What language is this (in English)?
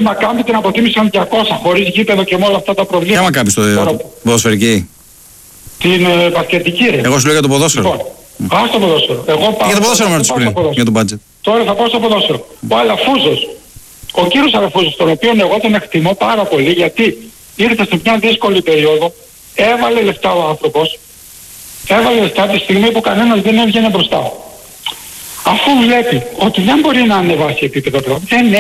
Greek